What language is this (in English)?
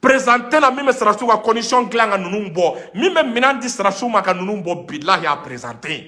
Bambara